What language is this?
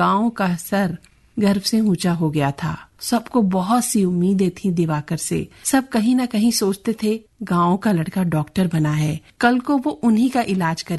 Hindi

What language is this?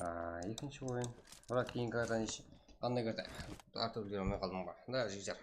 Kara-Kalpak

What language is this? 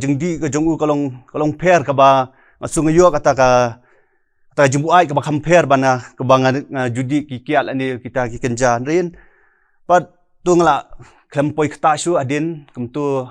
Khasi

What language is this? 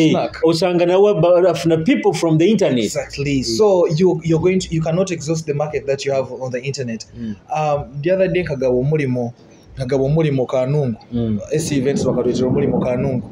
Nyoro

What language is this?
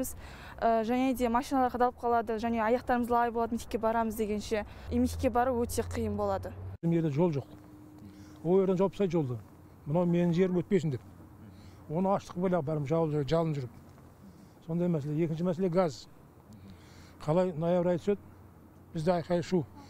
Kazakh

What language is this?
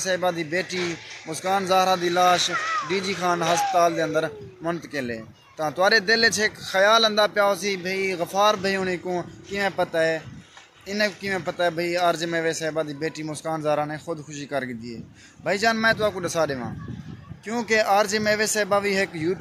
Saraiki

